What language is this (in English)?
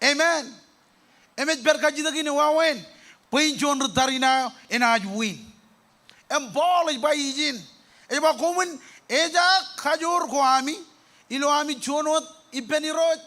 Marshallese